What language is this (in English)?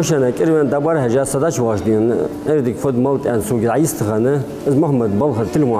Ingush